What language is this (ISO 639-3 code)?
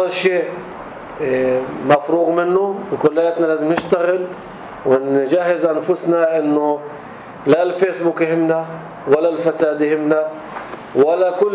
apc